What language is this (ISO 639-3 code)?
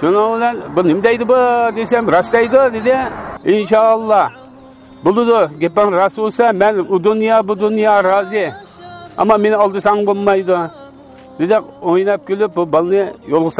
uig